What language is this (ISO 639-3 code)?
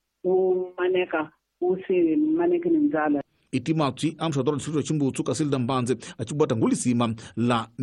tso